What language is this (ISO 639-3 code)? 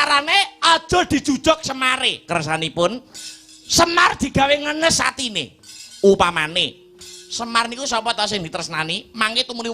jav